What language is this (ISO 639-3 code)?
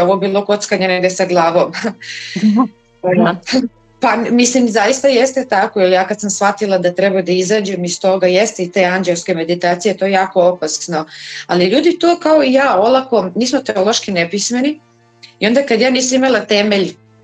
srp